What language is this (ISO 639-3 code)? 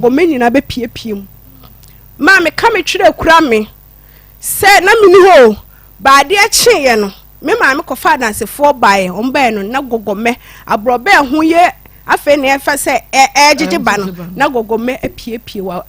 aka